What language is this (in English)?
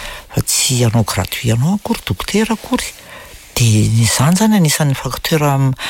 Malagasy